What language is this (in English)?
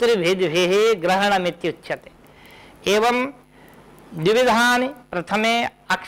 Sanskrit